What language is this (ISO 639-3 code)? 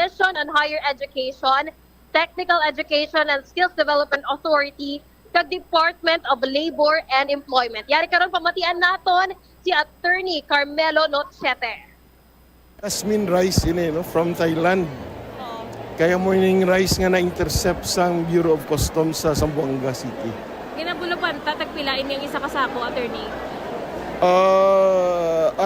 hil